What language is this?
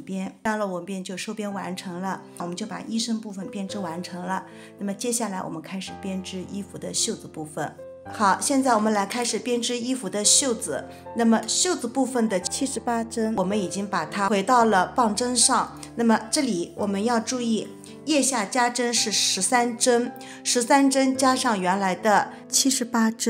Chinese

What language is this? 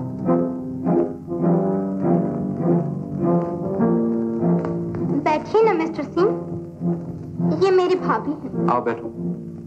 Hindi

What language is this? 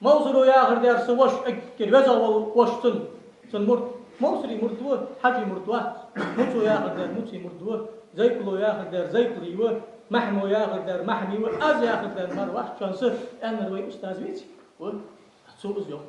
Ingush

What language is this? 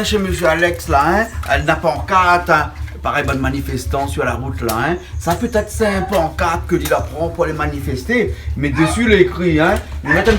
Réunion Creole French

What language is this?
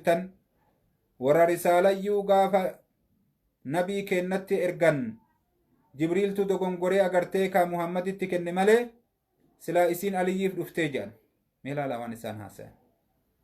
Oromo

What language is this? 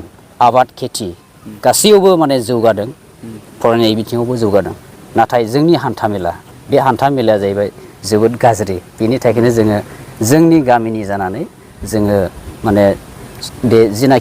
Bodo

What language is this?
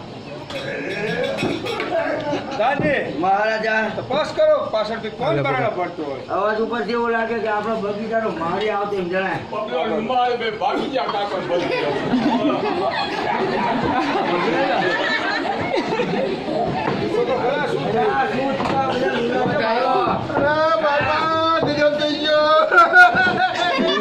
Gujarati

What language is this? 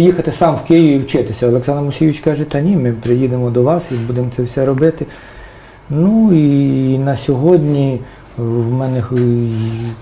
Ukrainian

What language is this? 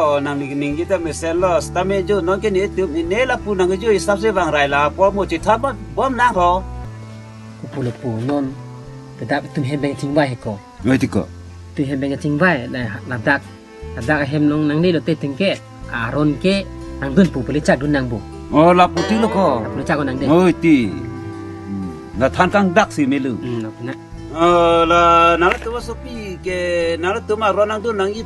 Karbi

